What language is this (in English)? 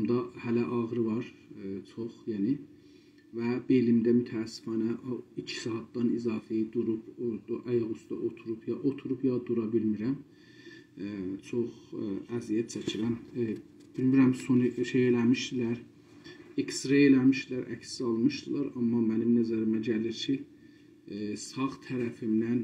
South Azerbaijani